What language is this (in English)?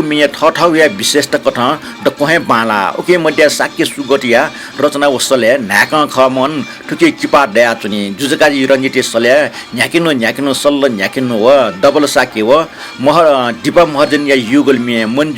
Newari